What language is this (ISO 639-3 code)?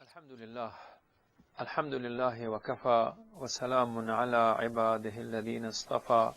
fas